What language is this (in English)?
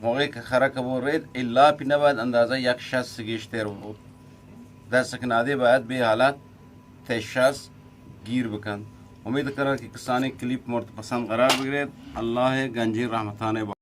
Eastern Balochi